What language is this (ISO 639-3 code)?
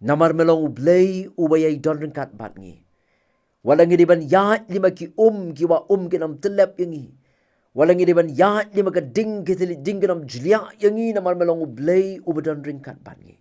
kha